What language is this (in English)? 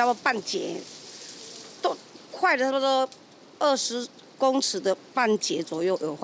Min Nan Chinese